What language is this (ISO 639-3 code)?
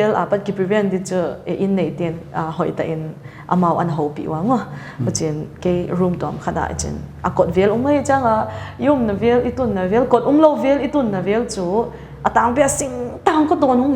pck